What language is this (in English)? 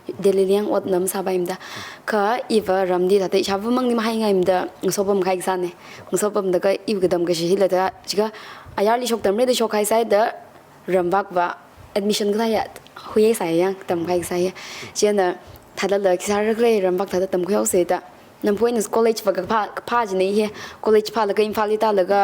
Tangkhul Naga (India)